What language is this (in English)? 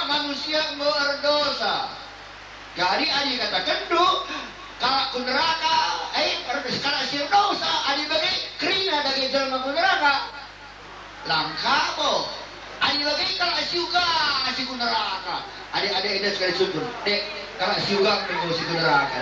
Batak Karo